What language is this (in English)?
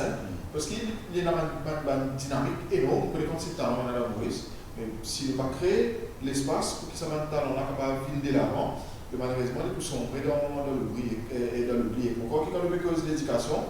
Morisyen